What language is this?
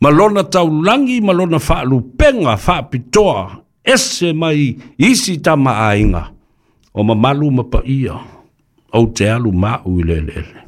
Samoan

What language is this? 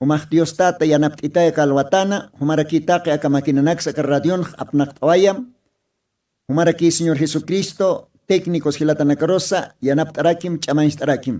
Aymara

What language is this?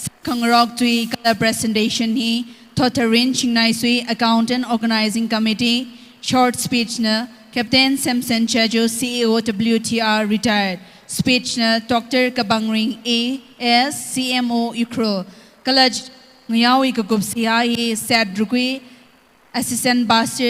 Tangkhul Naga (India)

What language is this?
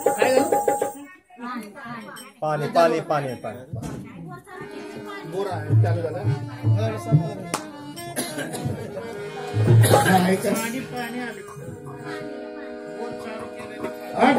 Marathi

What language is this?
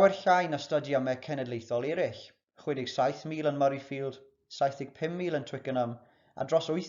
Welsh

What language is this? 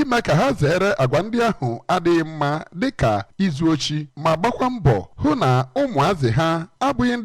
Igbo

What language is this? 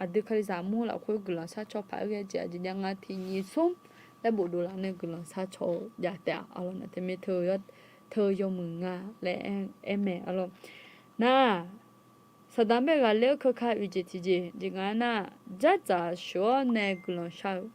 Akha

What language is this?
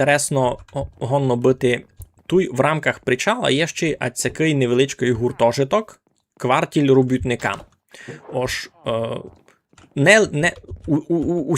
Rusyn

